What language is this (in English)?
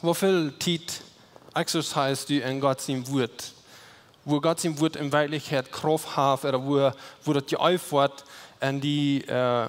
Plautdietsch